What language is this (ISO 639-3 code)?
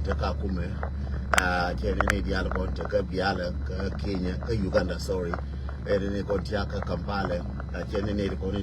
nus